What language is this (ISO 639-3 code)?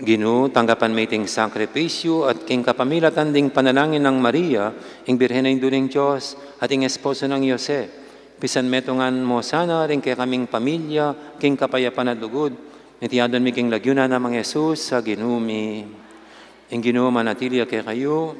pam